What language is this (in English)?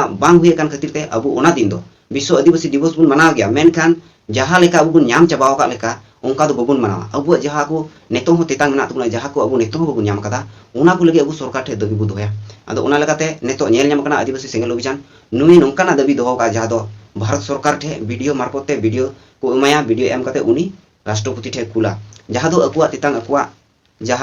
Santali